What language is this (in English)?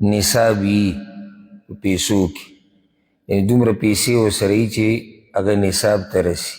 Pashto